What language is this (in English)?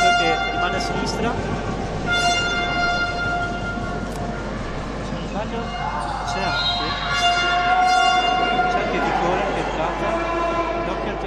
Italian